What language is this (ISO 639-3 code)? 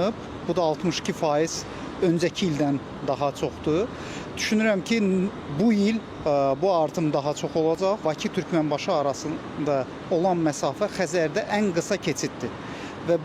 aze